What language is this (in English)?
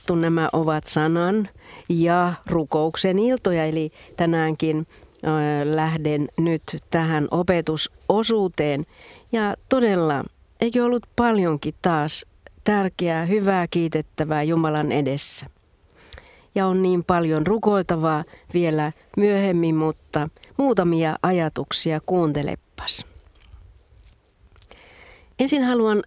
Finnish